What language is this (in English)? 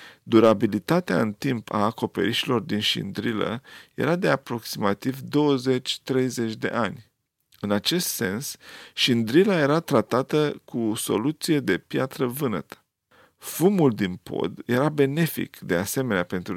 Romanian